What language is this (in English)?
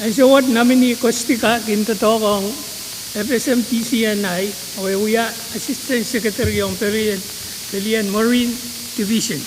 Pohnpeian